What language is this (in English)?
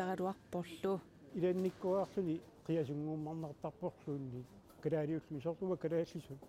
Kalaallisut